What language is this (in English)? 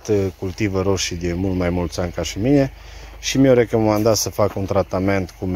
Romanian